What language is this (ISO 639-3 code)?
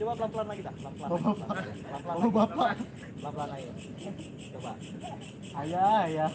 bew